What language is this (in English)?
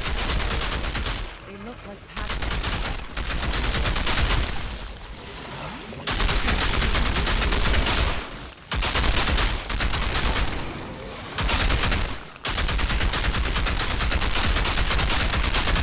English